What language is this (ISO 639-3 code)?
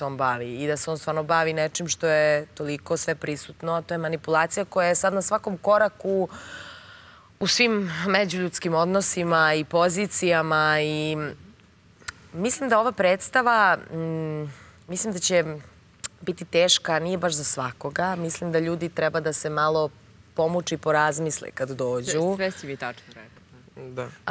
srp